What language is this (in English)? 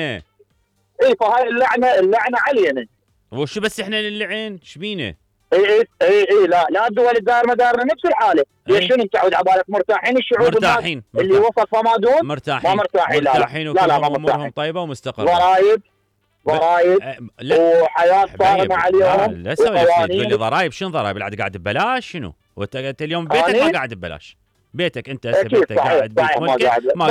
Mesopotamian Arabic